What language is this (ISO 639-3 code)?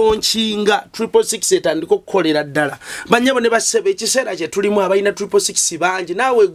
lug